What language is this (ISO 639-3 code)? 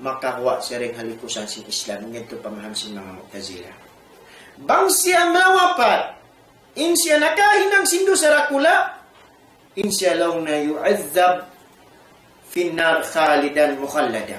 tsg